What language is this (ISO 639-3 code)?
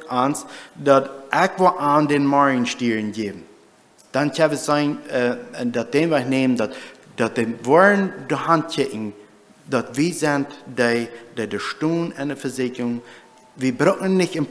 pdt